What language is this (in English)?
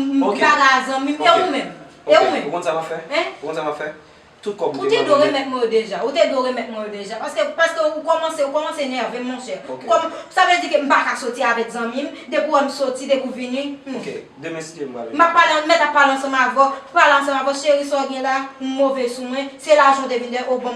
Haitian Creole